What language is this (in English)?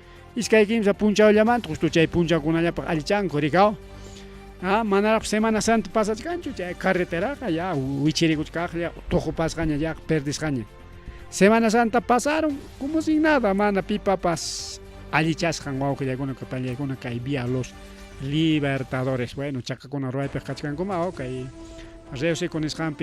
Ayacucho Quechua